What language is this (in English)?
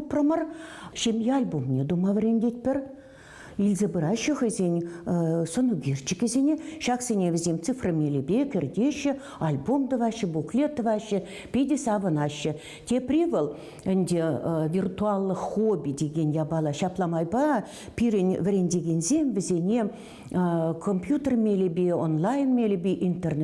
Chuvash